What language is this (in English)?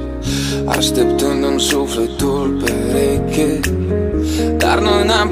Romanian